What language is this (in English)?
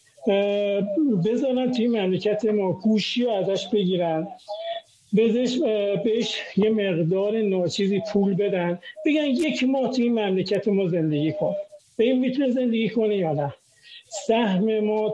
Persian